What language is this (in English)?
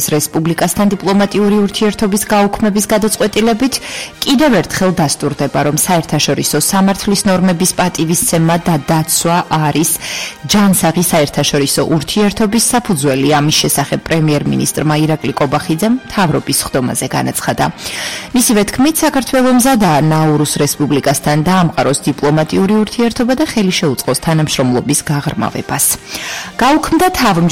Georgian